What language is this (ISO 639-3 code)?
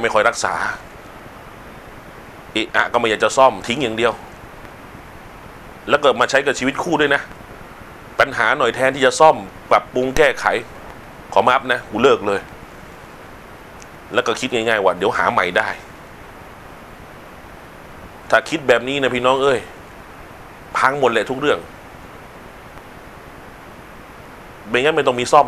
tha